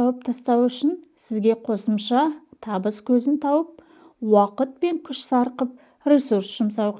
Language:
Kazakh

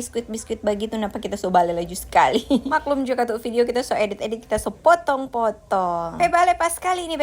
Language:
Manado Malay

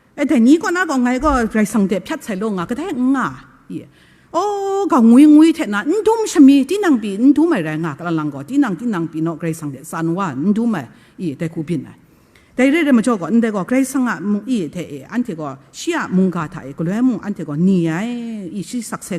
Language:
Kachin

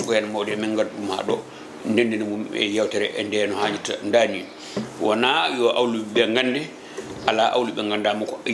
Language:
Fula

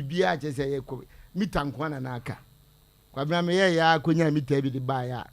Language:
Akan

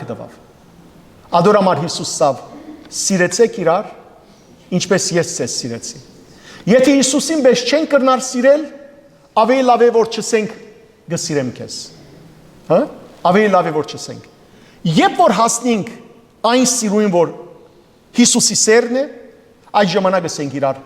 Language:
Western Armenian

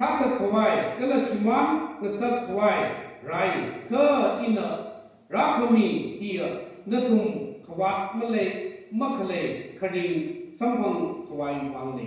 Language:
Tangkhul Naga (India)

